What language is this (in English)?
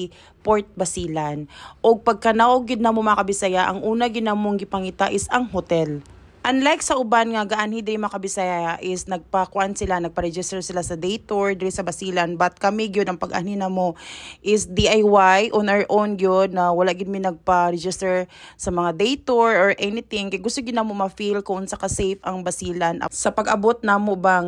Cebuano